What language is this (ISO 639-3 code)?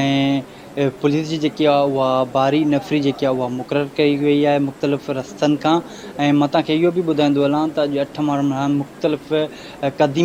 snd